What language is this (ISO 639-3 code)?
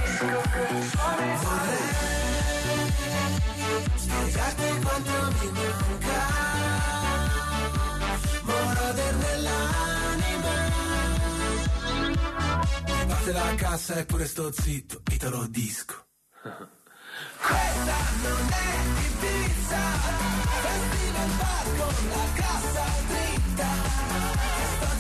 ita